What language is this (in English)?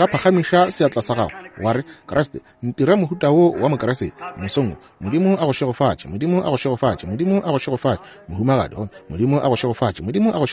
Northern Sotho